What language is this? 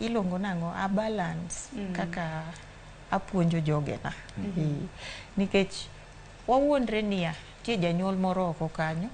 Luo (Kenya and Tanzania)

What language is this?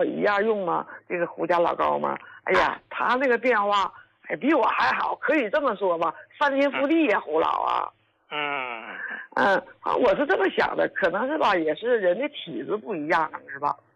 Chinese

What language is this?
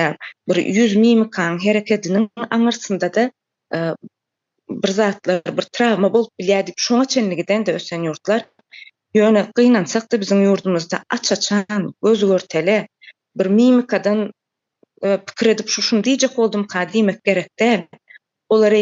Turkmen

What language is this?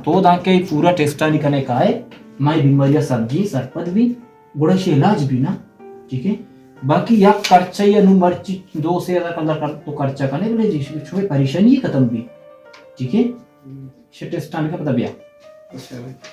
Baluchi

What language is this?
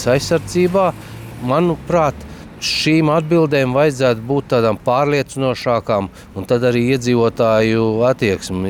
Latvian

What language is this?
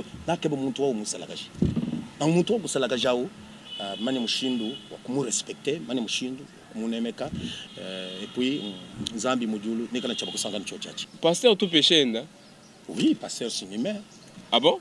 Luba-Lulua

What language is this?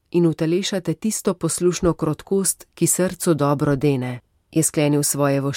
Slovenian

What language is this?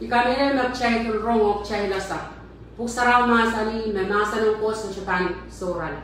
Pohnpeian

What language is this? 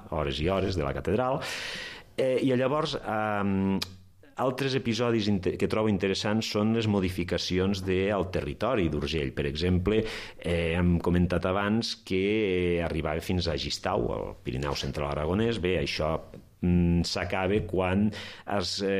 Catalan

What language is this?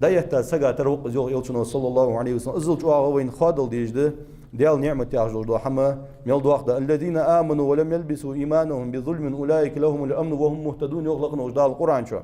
Ingush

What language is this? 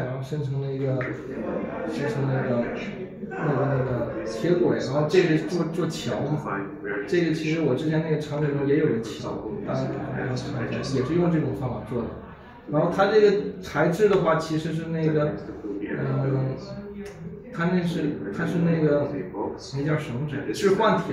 Chinese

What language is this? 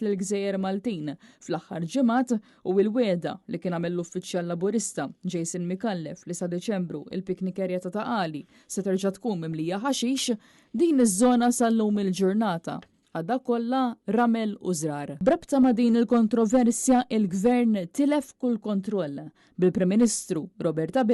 Maltese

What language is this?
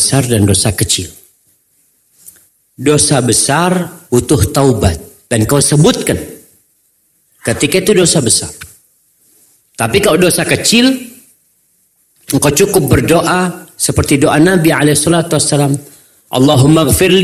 Indonesian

